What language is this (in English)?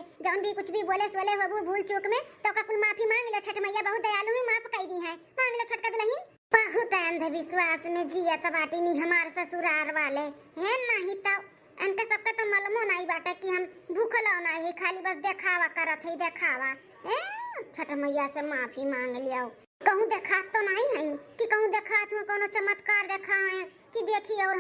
Awadhi